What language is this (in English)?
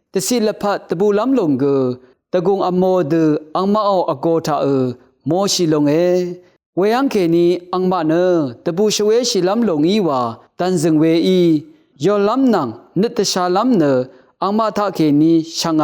Rawang